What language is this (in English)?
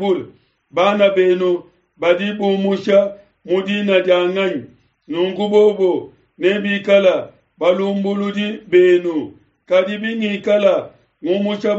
Luba-Lulua